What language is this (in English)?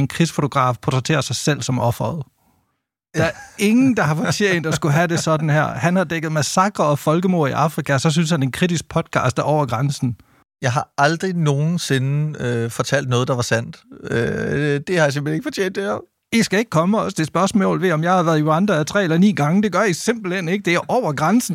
Danish